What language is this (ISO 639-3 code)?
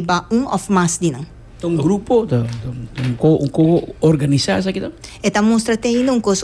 pap